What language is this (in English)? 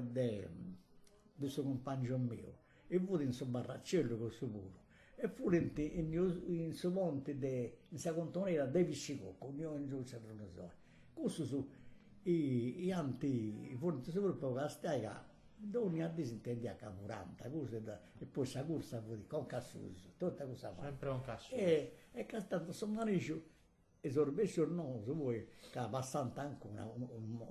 Sardinian